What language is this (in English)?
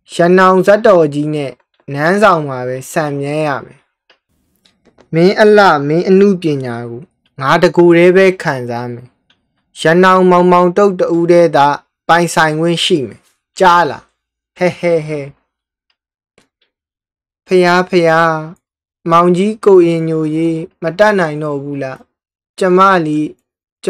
Burmese